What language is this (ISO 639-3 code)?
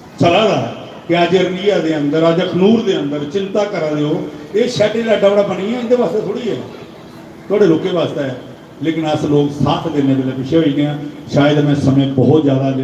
doi